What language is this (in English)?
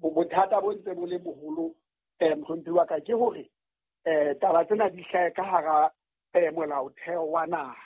Southern Sotho